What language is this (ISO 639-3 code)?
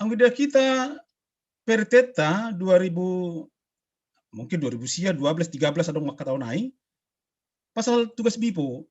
bts